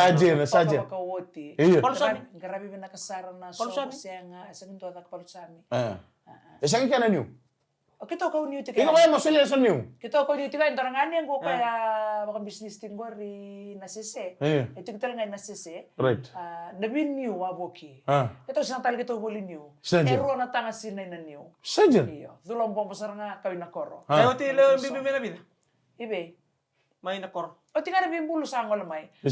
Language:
Fijian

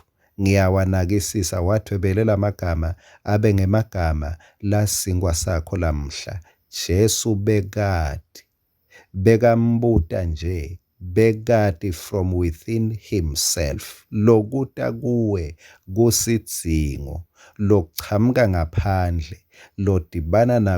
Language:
Swati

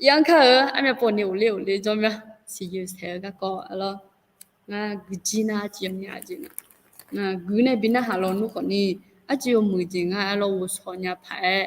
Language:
Akha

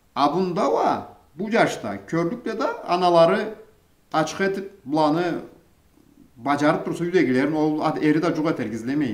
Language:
Karachay-Balkar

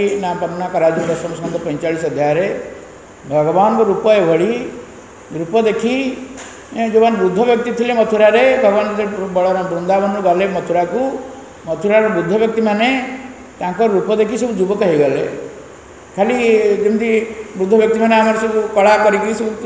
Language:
Odia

